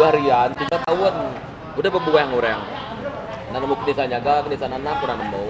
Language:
Iban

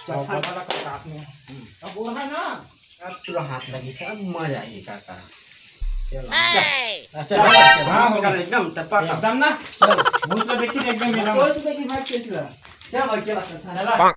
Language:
Chhattisgarhi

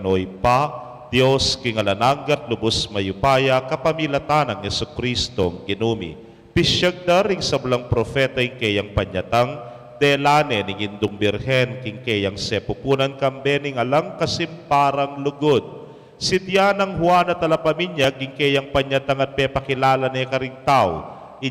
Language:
Pampanga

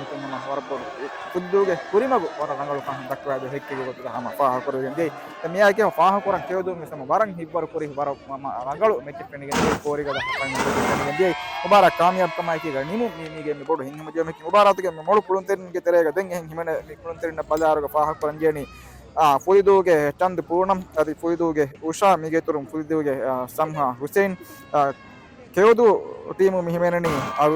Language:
Divehi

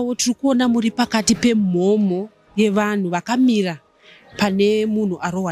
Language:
Shona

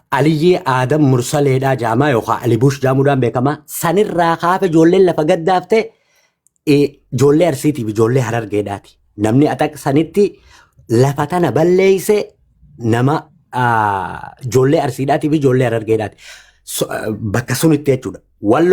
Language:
Oromo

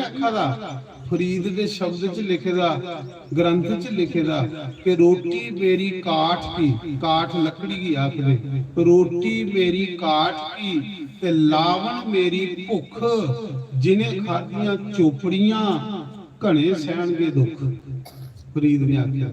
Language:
Dogri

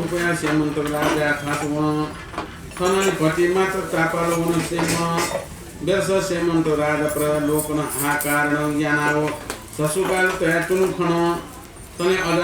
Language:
Newari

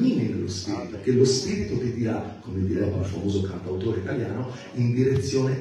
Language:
Italian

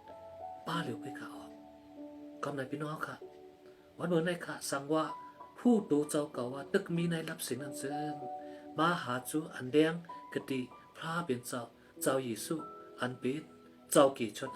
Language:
Shan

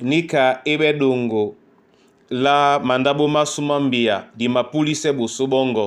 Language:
Duala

